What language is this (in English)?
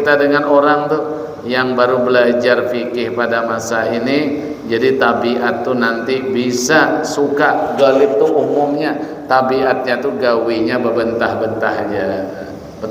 Banjar